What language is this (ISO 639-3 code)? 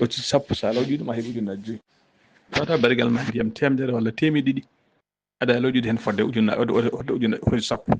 ful